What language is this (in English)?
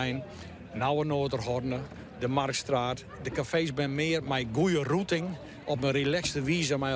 Western Frisian